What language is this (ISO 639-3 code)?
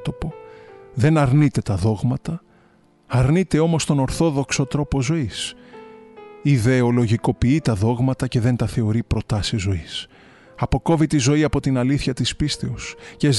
ell